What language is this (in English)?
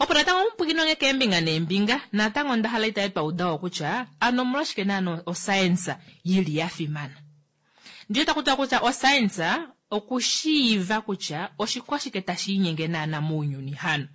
Kuanyama